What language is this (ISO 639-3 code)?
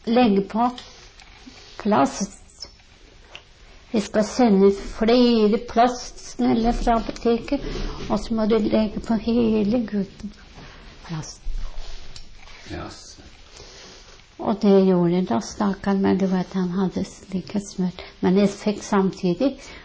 nor